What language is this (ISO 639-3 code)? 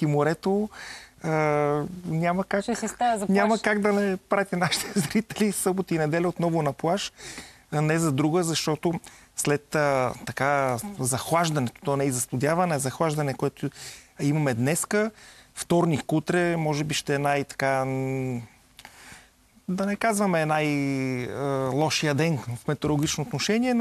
bul